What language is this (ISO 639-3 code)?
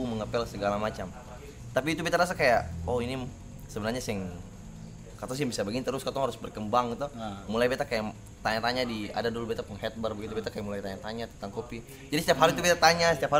abs